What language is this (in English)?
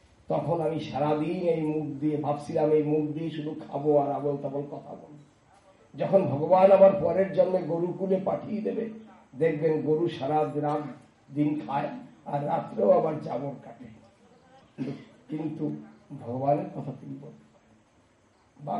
Bangla